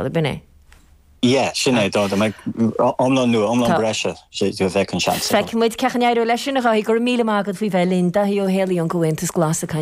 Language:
Irish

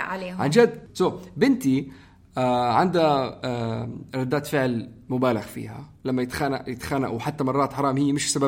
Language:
North Levantine Arabic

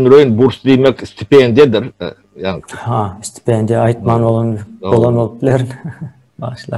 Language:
Turkmen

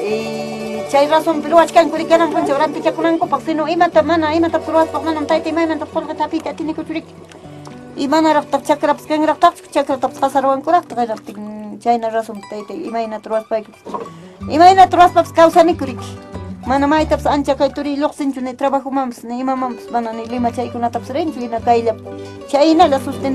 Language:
Ayacucho Quechua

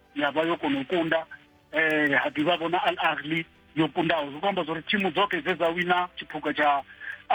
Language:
Venda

